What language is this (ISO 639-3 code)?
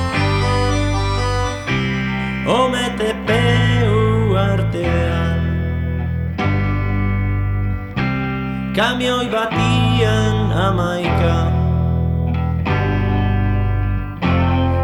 eus